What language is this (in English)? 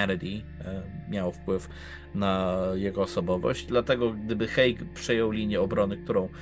Polish